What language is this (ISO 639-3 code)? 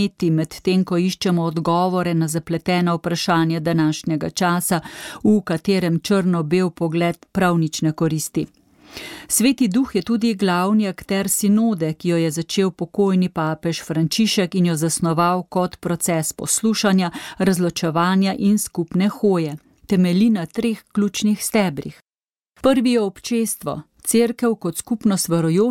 slv